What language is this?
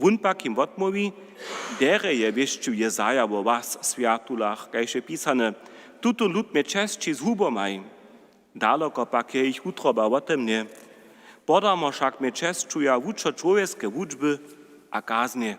Upper Sorbian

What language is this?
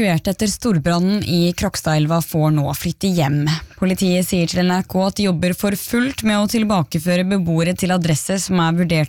Norwegian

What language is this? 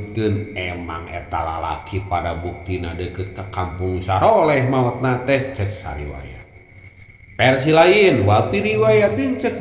Sundanese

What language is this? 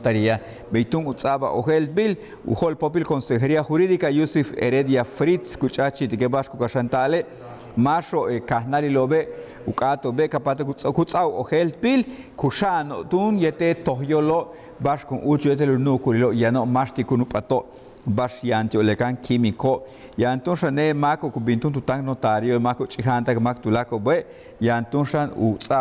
Yucateco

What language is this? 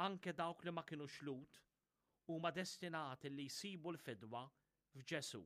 Maltese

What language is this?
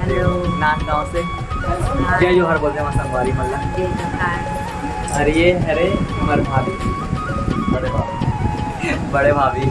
Chhattisgarhi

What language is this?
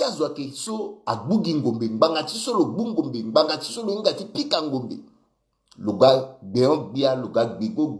Sango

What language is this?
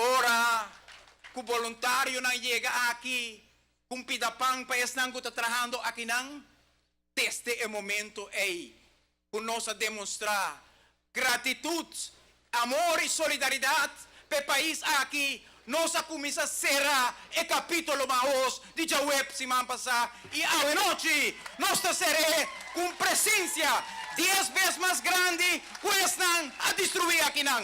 Papiamento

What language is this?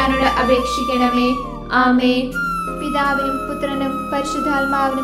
Malayalam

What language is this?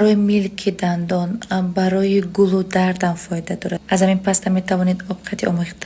Tajik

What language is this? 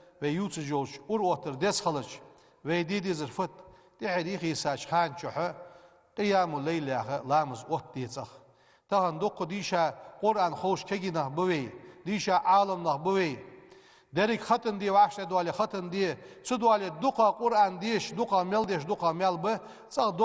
Ingush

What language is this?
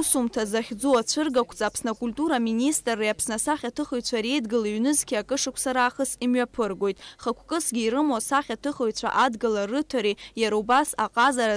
Abkhazian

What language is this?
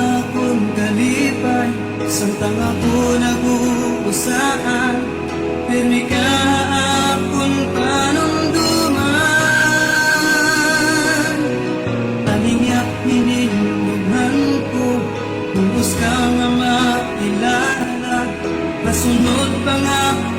Waray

